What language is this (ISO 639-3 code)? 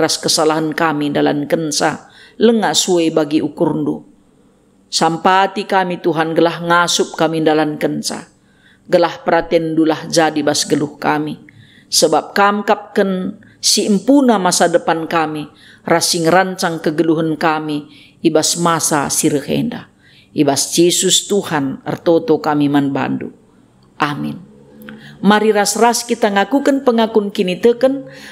btx